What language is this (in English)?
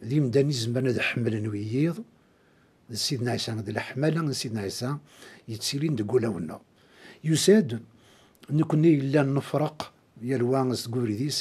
Kabyle